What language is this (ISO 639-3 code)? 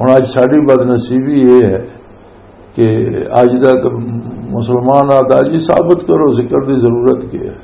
lah